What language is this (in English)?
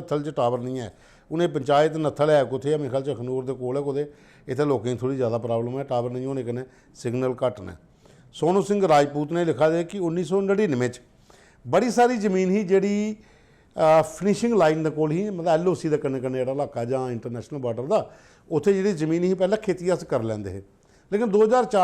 Dogri